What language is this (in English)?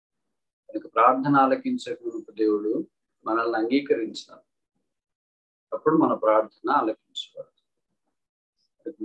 Telugu